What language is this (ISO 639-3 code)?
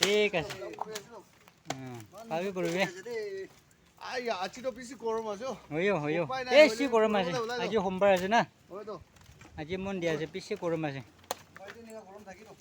nag